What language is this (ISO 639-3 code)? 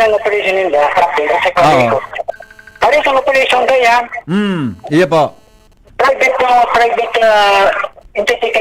bik